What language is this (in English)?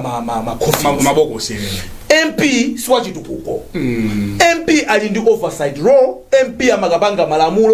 Nyanja